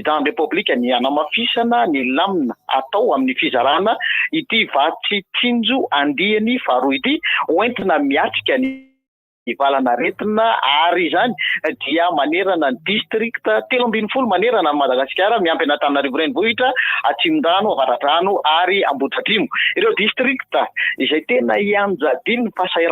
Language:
Malagasy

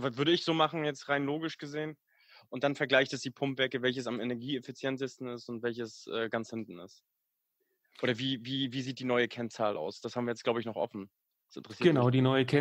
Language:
German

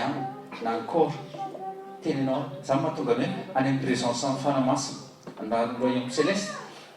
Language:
Malagasy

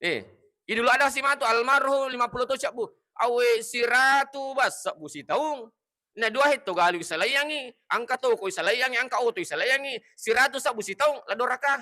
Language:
Buginese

